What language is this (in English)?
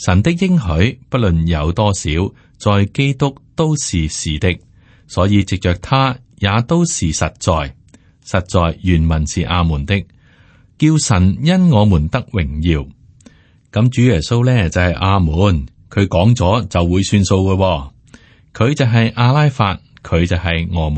Cantonese